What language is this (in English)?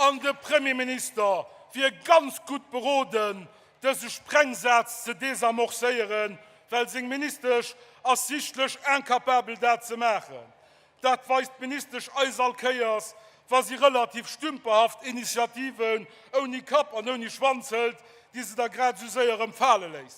Luxembourgish